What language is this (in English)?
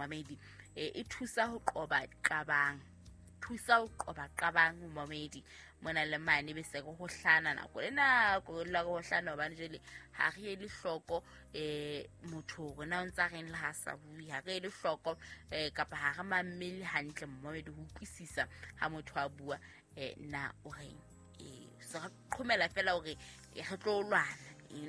Southern Sotho